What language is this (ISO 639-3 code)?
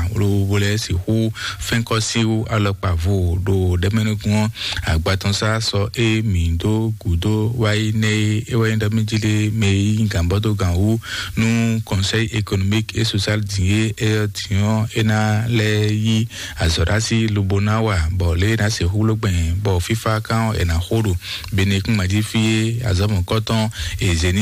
fon